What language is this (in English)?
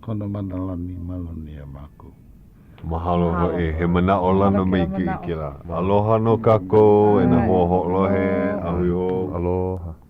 Hawaiian